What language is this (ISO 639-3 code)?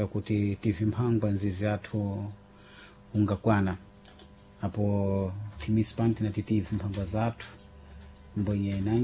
seh